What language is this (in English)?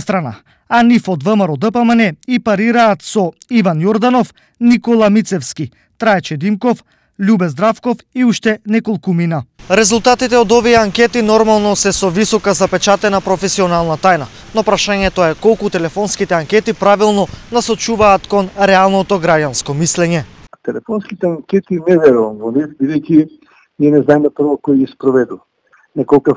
Macedonian